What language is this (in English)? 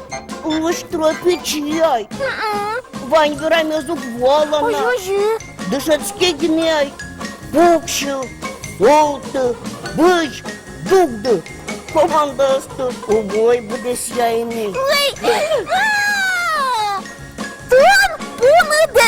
Udmurt